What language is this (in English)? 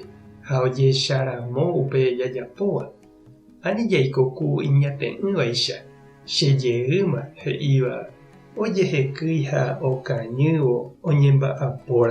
Guarani